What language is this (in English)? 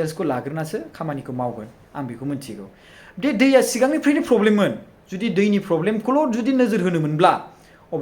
Bodo